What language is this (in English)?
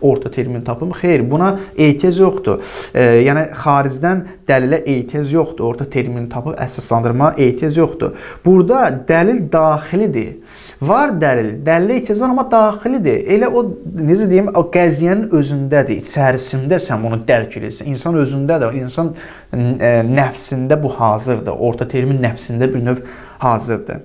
Azerbaijani